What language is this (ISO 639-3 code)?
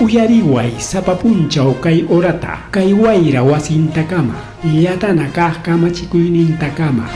quy